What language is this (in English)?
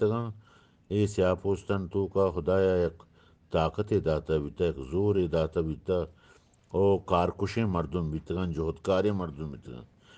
Eastern Balochi